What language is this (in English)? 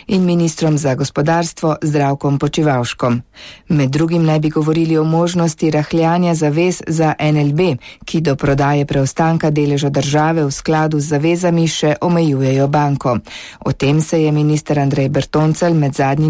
Slovenian